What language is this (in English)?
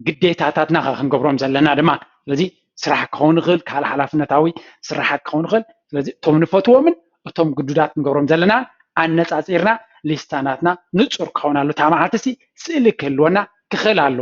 Tigrinya